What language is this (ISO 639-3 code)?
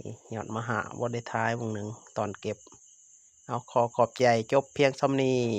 lao